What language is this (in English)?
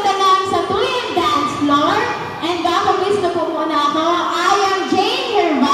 Bikol